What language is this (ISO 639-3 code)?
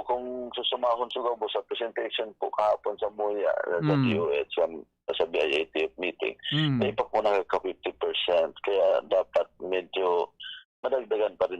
bik